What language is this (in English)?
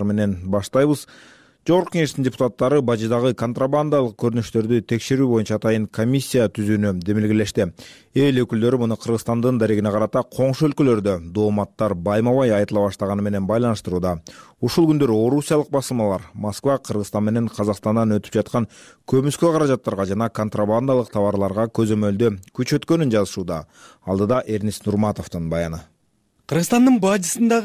Kyrgyz